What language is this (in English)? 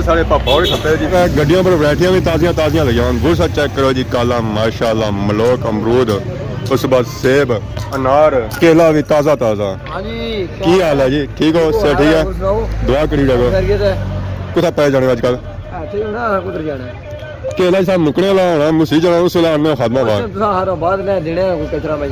Pahari-Potwari